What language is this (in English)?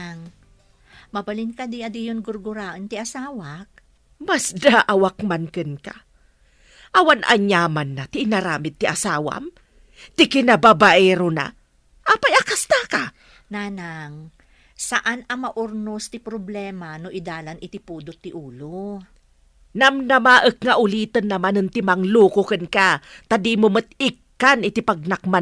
Iloko